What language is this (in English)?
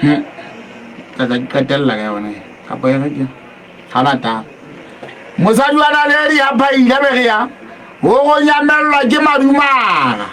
Southern Sotho